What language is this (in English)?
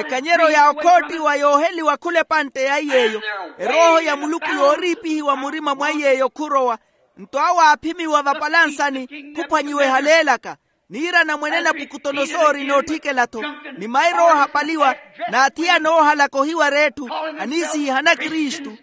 Makhuwa